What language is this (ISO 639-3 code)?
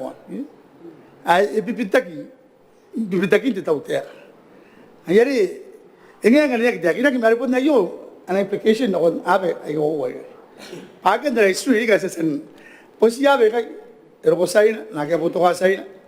gil